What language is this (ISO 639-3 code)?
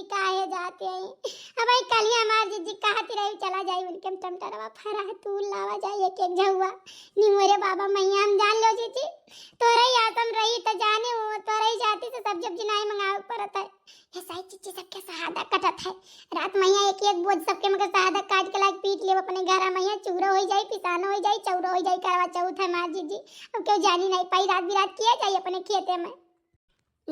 awa